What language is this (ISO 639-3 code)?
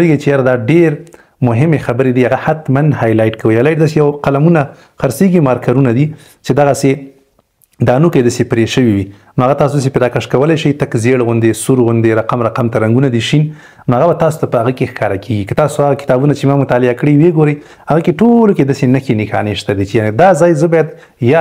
pus